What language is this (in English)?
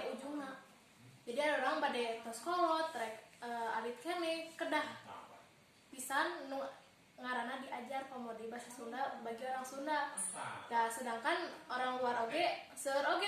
Sundanese